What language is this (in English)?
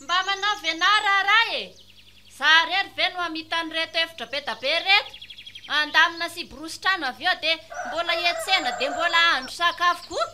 Malagasy